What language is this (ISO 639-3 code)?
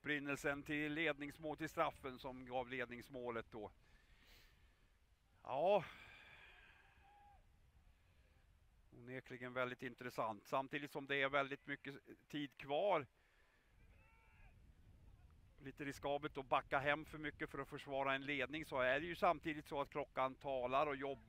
swe